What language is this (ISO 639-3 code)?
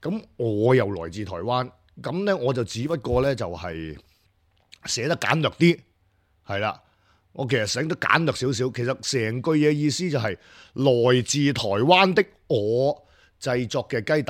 yue